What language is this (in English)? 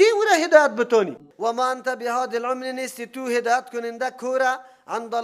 Persian